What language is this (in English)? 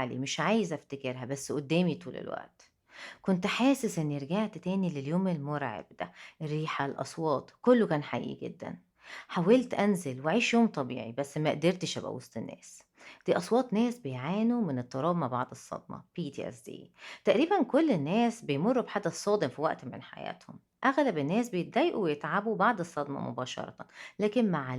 Egyptian Arabic